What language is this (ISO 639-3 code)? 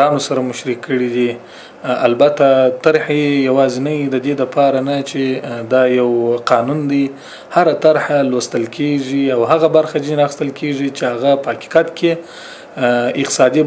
pus